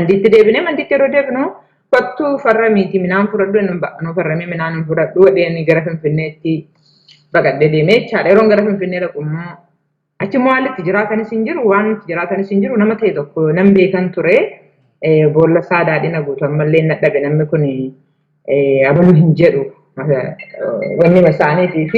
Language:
Oromo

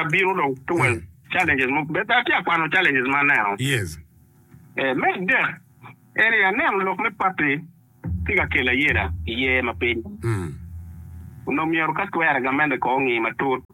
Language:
Acoli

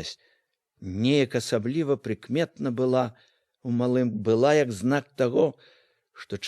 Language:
Belarusian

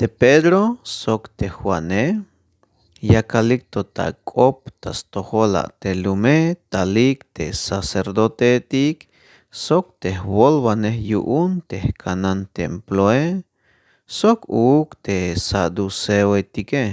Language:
Tzeltal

